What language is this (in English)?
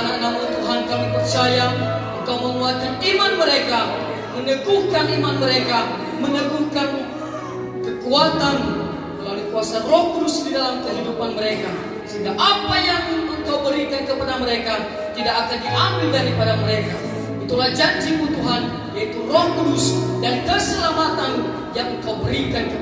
Nias